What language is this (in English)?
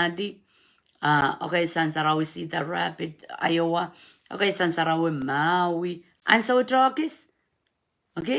Pohnpeian